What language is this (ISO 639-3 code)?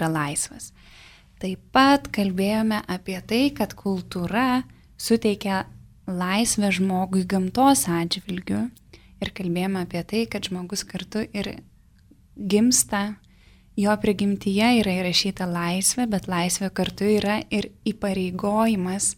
lit